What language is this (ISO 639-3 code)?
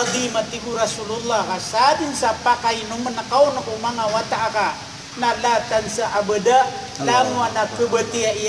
mrw